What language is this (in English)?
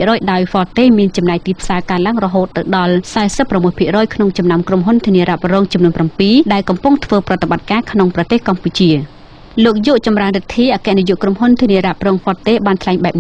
Khmer